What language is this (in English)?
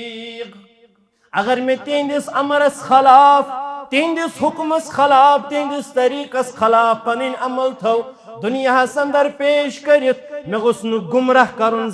Kashmiri